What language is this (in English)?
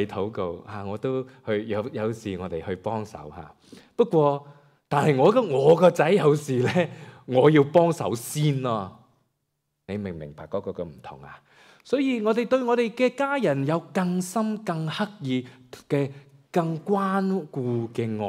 Cantonese